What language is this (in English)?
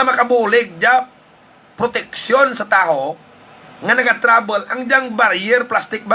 Hiligaynon